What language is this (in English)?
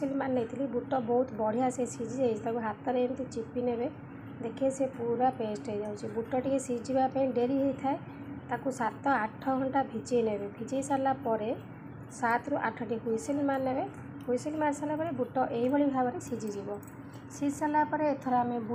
Odia